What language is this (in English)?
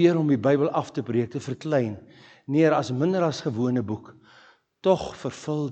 Afrikaans